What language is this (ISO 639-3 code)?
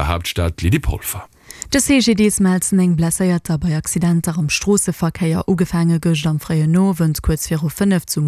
ltz